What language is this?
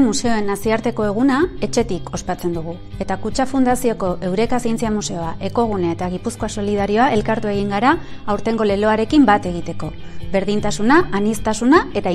Basque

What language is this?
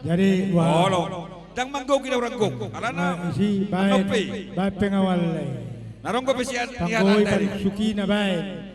Batak Toba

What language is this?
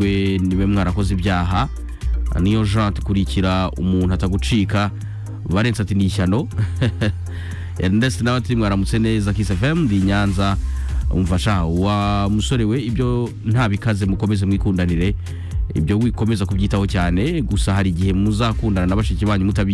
Kinyarwanda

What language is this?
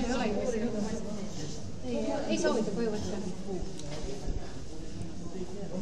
Estonian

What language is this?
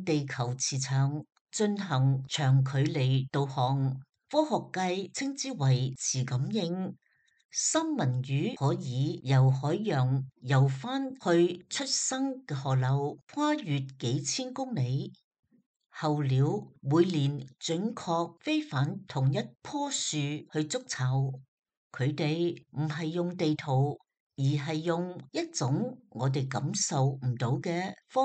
Cantonese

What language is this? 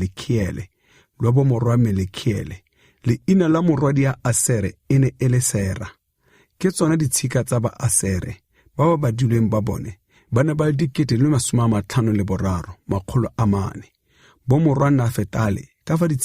Tswana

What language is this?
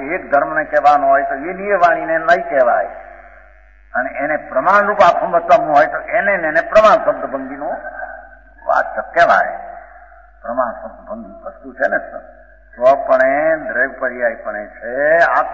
Gujarati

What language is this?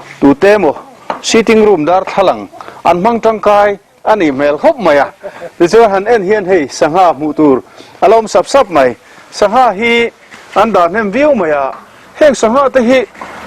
Mizo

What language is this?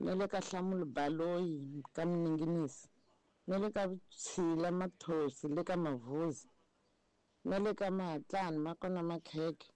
Tsonga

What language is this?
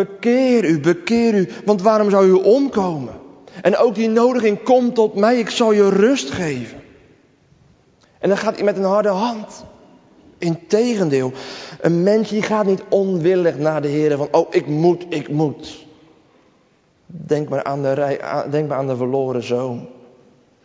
Dutch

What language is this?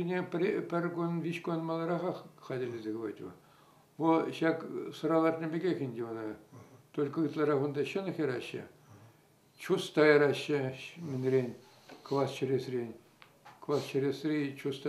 Chuvash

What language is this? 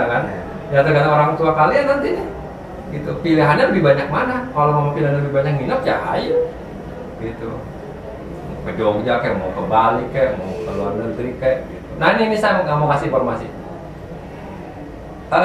Indonesian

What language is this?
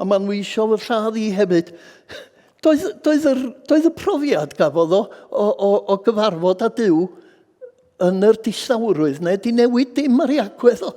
Welsh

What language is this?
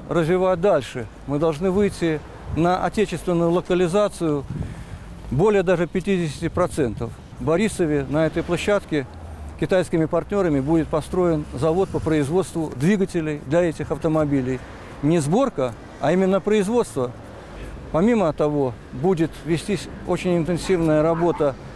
Russian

